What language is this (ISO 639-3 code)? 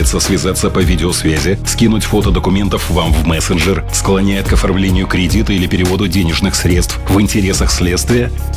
rus